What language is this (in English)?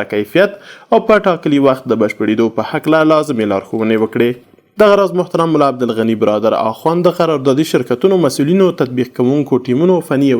Pashto